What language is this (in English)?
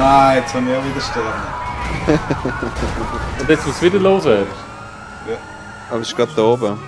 Swiss German